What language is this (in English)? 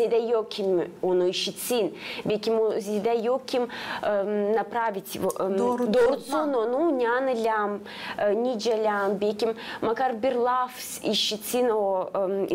Gagauz